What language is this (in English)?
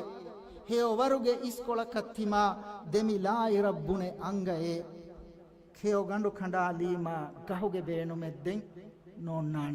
Divehi